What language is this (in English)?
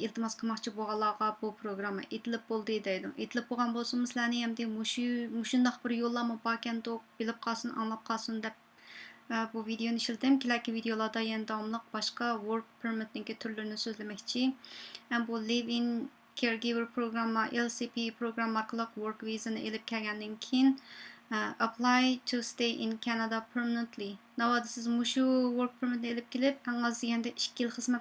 Uyghur